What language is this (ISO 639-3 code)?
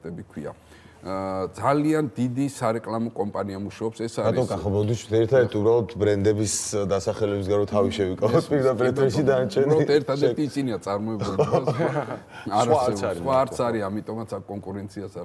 kat